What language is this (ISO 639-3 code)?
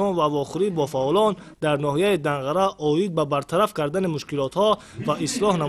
tgk